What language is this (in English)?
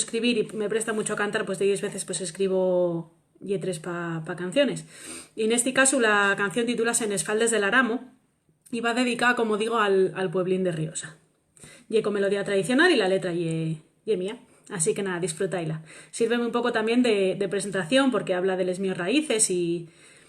Asturian